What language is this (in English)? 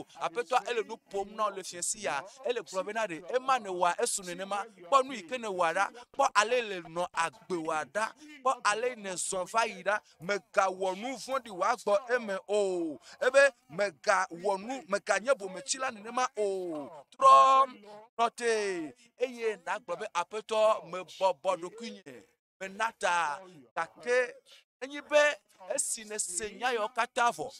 Ewe